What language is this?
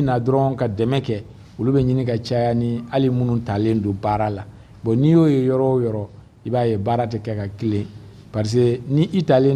Bambara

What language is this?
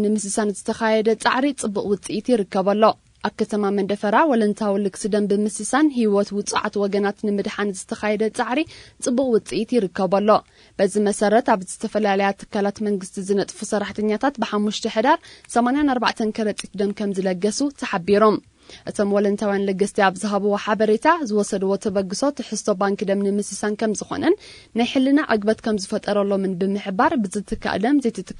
Tigrinya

